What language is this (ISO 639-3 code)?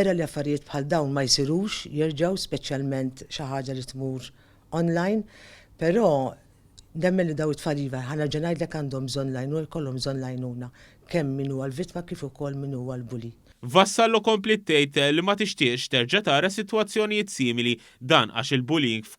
mlt